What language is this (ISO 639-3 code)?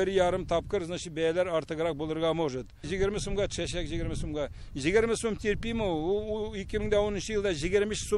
tat